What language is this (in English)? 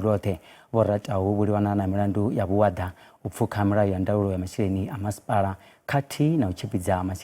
Venda